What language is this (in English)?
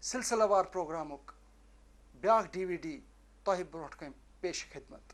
Kashmiri